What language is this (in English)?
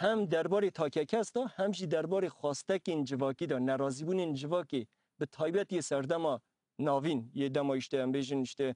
Kurdish